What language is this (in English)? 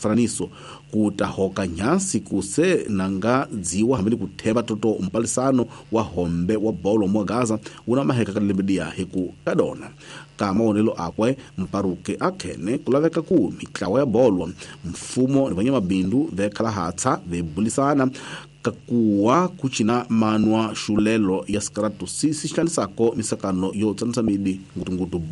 Tsonga